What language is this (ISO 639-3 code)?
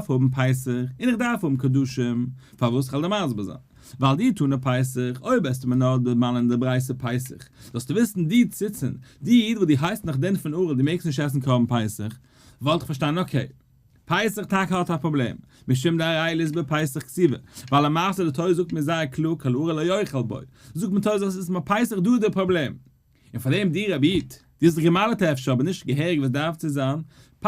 yid